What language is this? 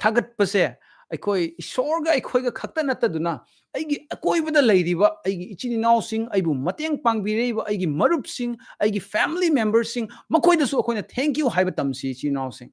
Manipuri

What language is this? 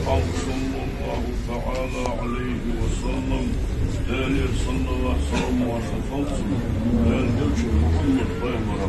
Ingush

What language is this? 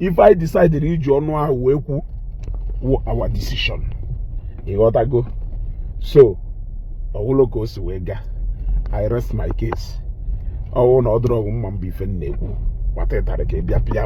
Igbo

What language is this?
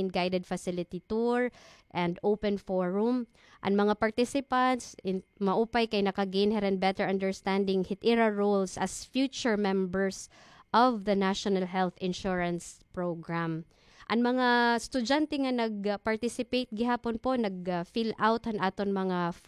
Waray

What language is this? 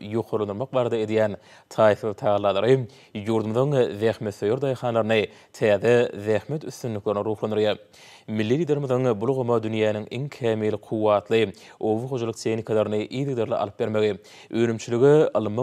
Turkmen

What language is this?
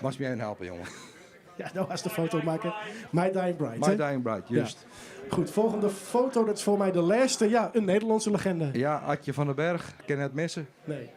Western Frisian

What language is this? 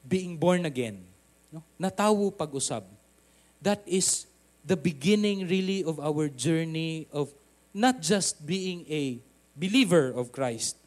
Cebuano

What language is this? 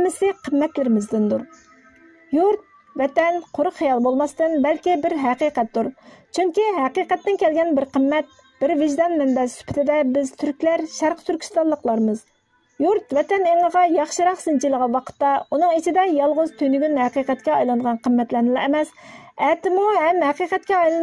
Uyghur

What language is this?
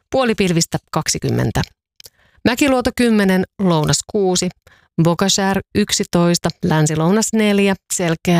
Finnish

